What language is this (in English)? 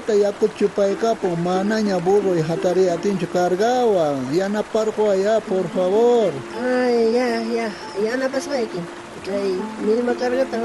South Bolivian Quechua